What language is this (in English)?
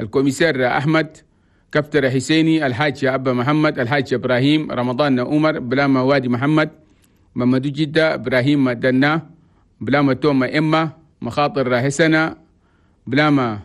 Chadian Arabic